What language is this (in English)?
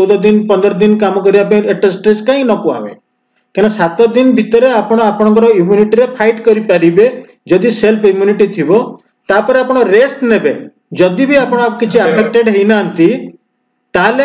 Odia